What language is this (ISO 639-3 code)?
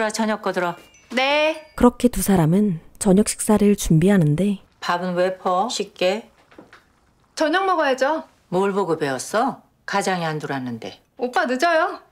kor